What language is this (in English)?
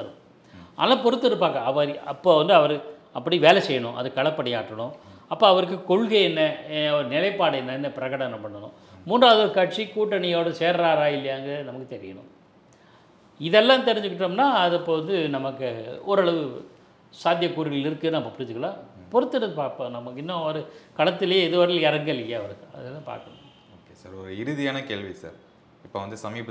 Tamil